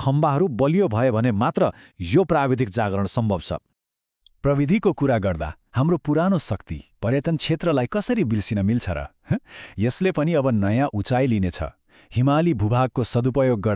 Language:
Nepali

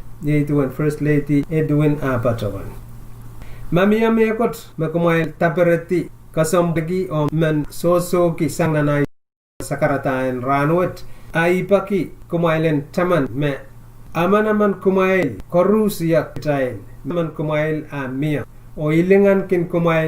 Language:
Pohnpeian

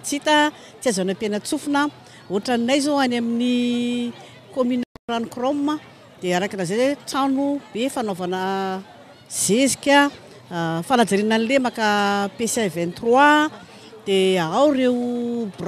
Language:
Malagasy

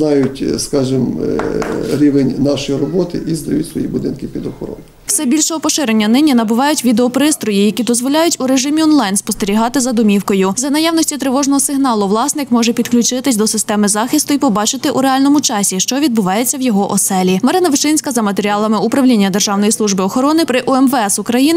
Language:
Ukrainian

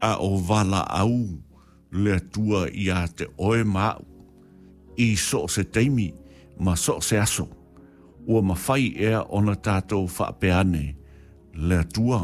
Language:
Samoan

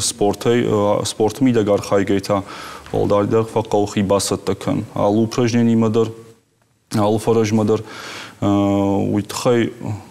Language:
Ossetic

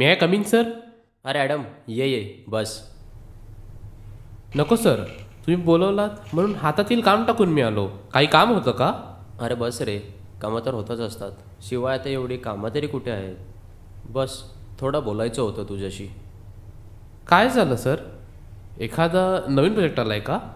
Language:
Marathi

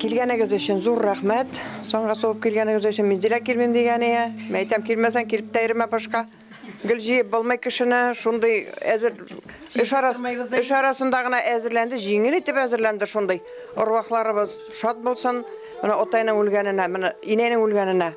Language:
Bashkir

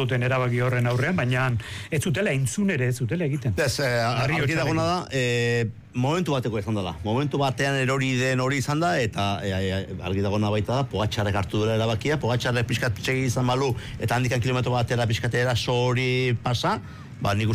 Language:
Basque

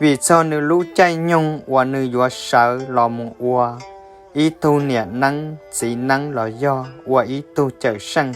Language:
Hmong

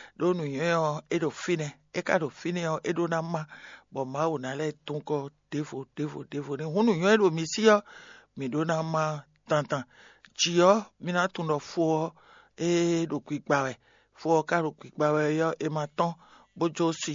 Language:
Fon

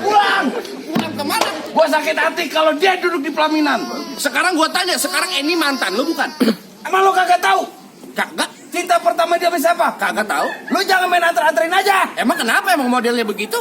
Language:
Betawi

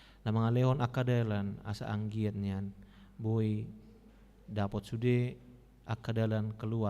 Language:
Batak Toba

